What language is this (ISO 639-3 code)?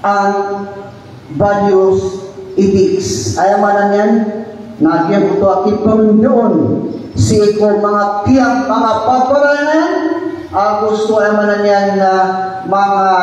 mrw